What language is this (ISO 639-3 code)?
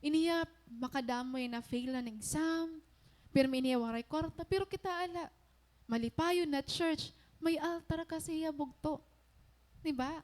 war